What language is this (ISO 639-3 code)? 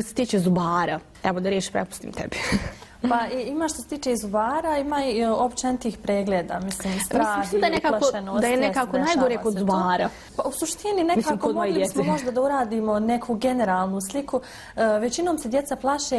bos